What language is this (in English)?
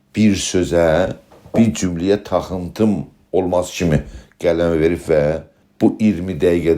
South Azerbaijani